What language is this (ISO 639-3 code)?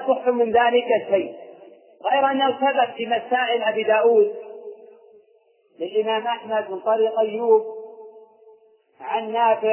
ara